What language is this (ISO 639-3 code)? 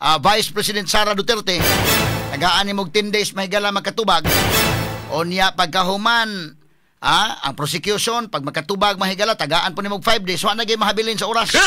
ceb